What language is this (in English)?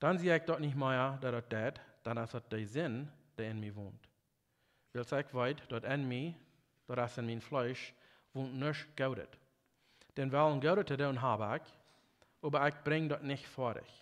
Plautdietsch